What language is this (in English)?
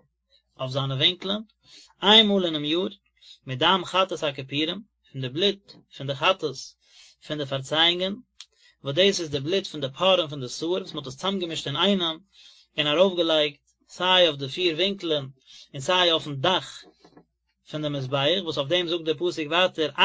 Yiddish